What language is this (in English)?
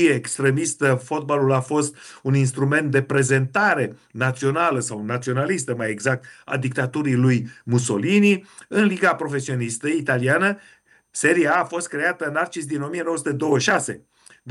Romanian